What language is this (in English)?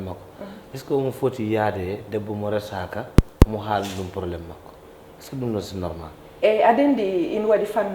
Fula